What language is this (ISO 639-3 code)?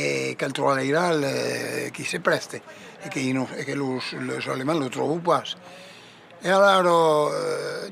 oci